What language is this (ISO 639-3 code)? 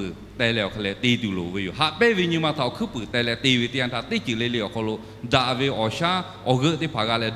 lhu